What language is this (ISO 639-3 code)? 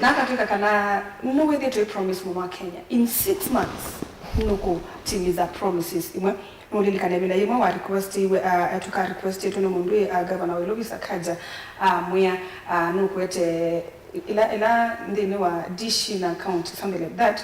kam